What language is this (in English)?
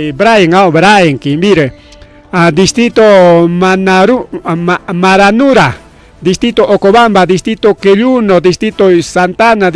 Ayacucho Quechua